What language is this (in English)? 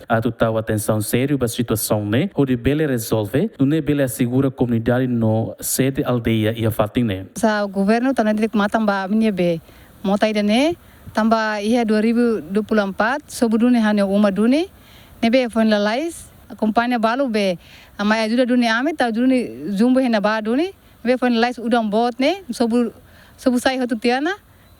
Tetum